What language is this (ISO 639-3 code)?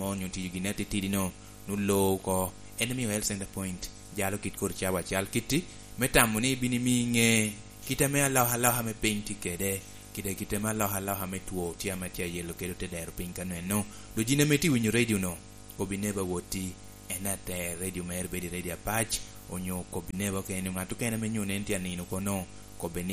laj